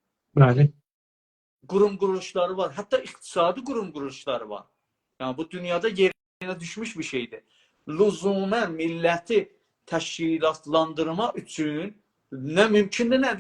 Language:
South Azerbaijani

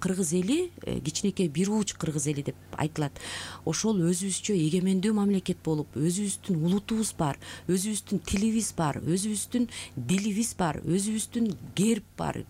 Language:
Kyrgyz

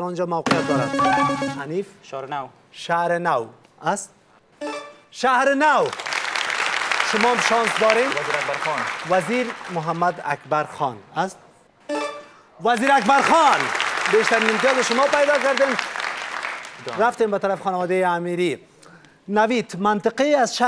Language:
Persian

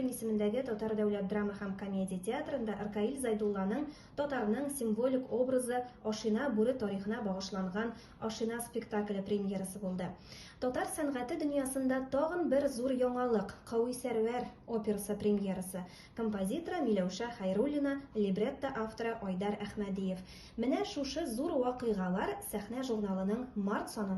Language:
Tatar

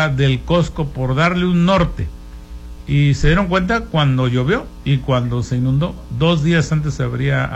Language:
Spanish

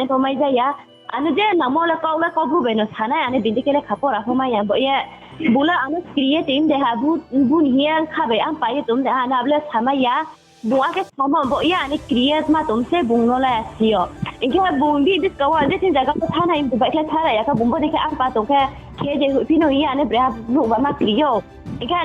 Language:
Riang (India)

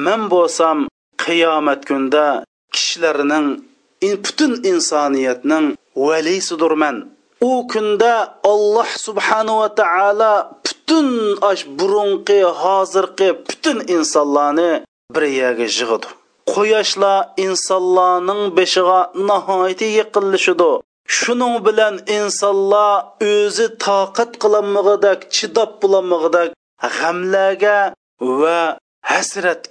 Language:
Uyghur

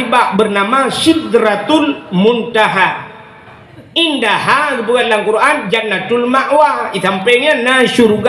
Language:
Achinese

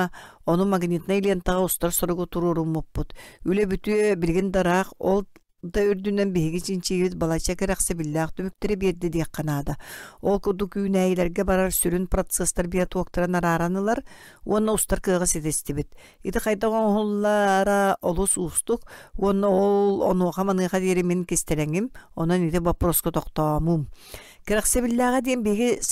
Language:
Yakut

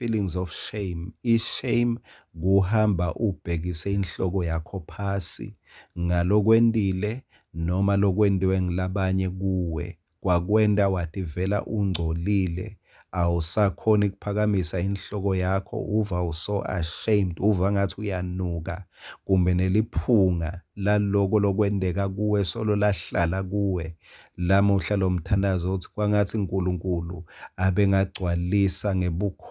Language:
Swati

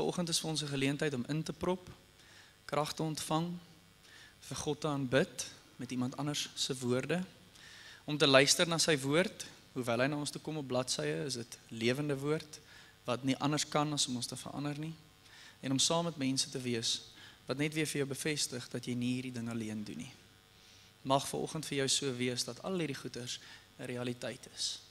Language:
Afrikaans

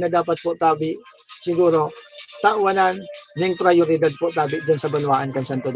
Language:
Bikol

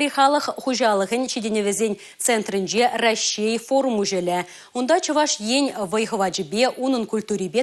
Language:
Chuvash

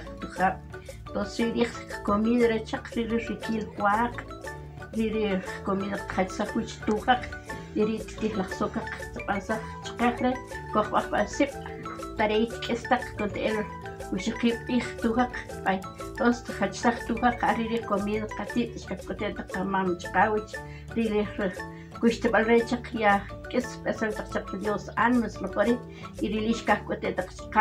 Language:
Uspanteco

